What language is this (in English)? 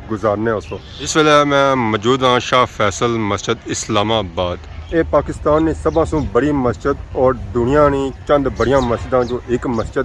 Pahari-Potwari